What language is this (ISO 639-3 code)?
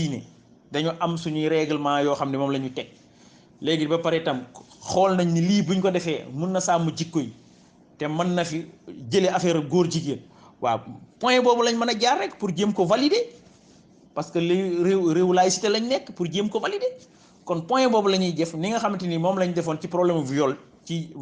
wol